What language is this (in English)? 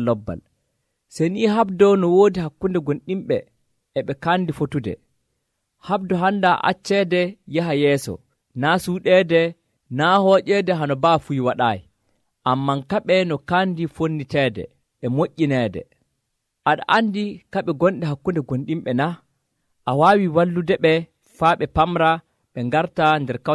Nigerian Fulfulde